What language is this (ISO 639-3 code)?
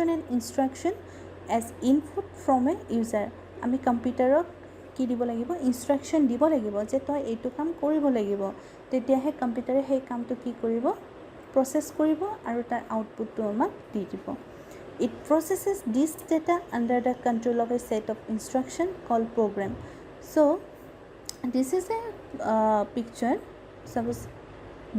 asm